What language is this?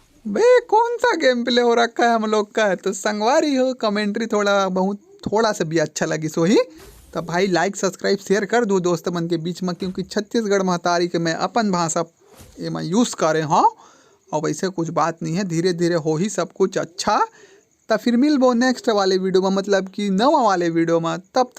Chhattisgarhi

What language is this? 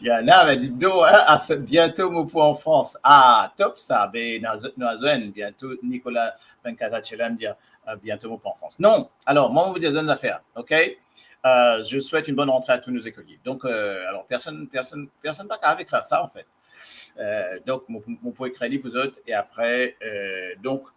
Morisyen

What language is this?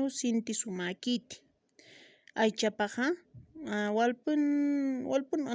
Aymara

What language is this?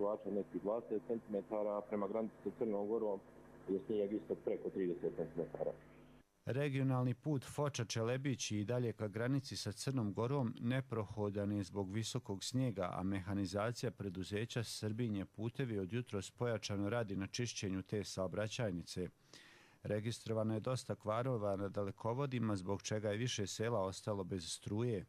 Croatian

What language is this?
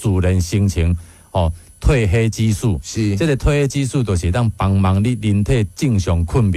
Min Nan Chinese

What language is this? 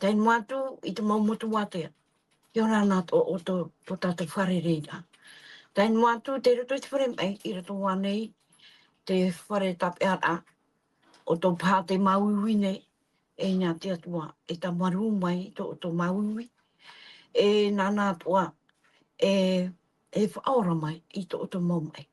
Tahitian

